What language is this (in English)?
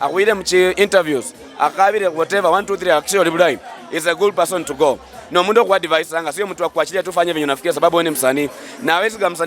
Luyia